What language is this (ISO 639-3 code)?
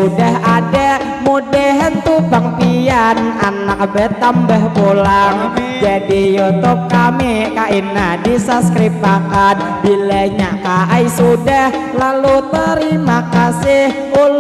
bjn